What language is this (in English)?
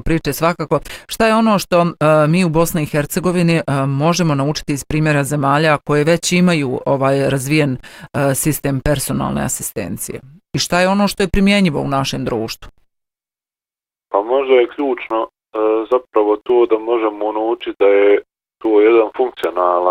Bosnian